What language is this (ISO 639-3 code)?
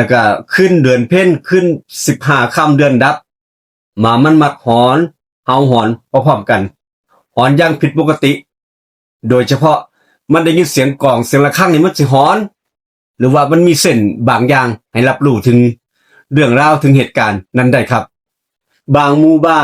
tts